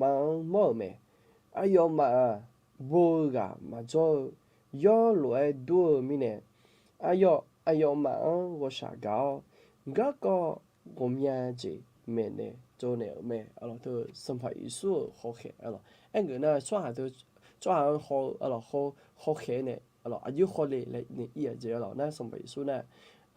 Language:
Akha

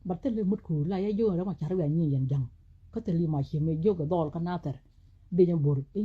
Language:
Nuer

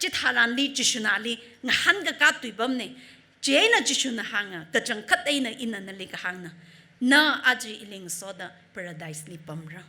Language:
Tangkhul Naga (India)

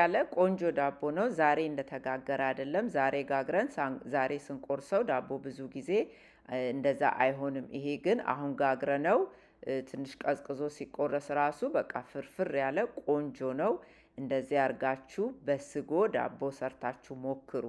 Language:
Amharic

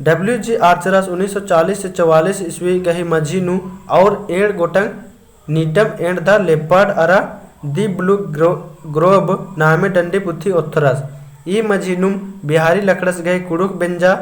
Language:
Kurukh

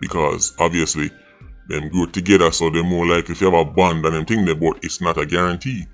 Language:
Jamaican Creole English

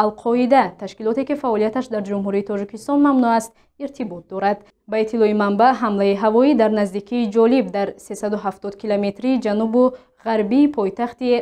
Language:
Tajik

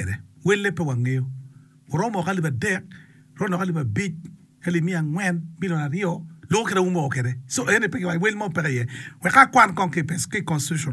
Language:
Acoli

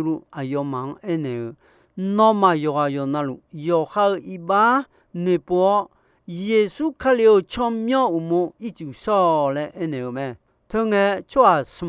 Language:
Akha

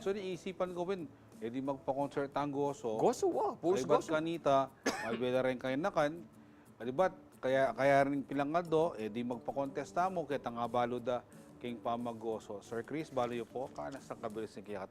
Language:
Pampanga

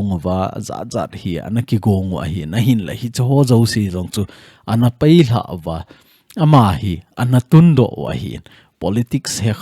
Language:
Thado Chin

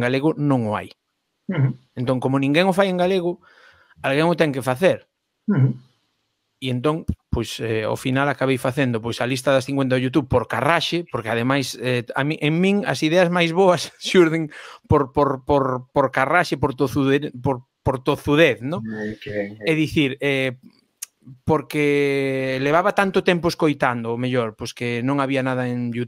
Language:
Galician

